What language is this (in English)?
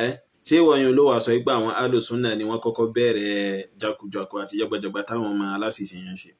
Yoruba